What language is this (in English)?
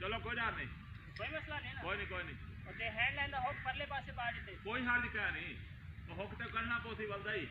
Saraiki